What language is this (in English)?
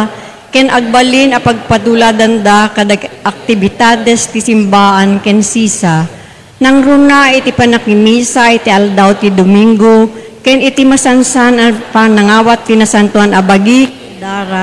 Iloko